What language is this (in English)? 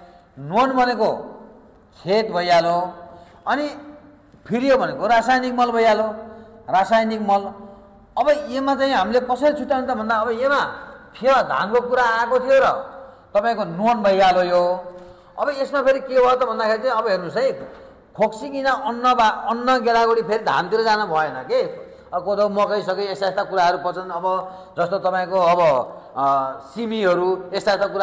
Nepali